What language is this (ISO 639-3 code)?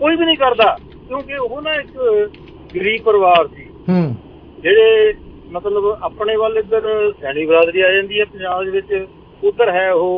pan